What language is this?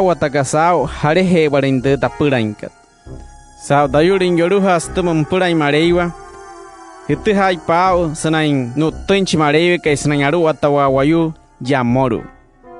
Wayuu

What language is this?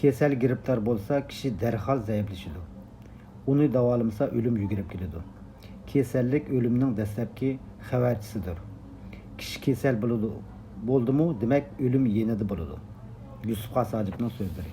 Uyghur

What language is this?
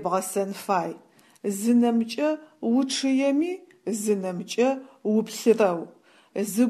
Adyghe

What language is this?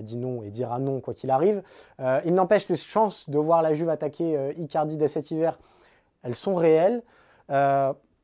French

